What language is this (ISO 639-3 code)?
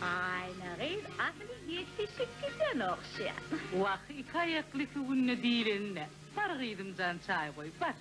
tuk